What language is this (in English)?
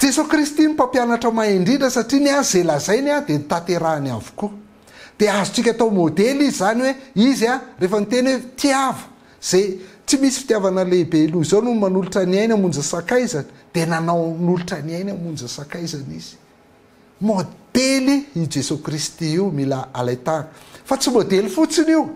Malagasy